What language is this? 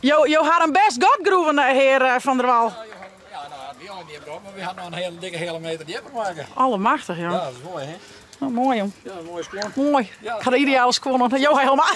Western Frisian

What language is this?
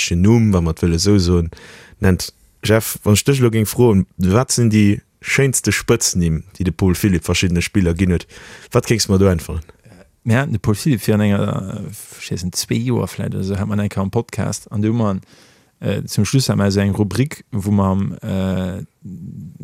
Luxembourgish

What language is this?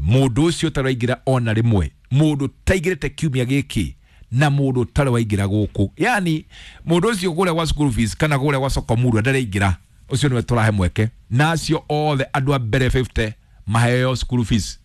Kikuyu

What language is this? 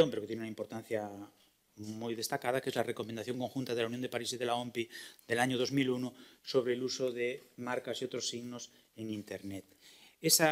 Spanish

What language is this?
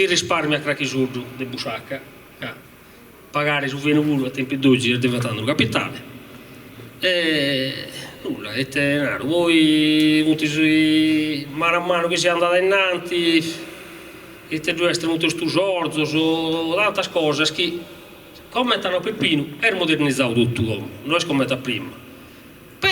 Sardinian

